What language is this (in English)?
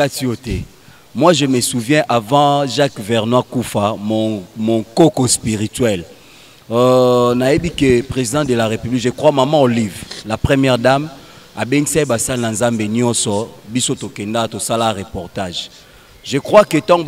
Lingala